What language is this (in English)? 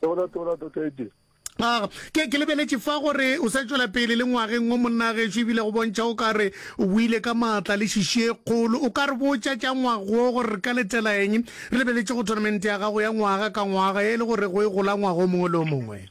Northern Sotho